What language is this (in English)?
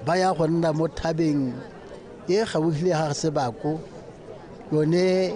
Tswana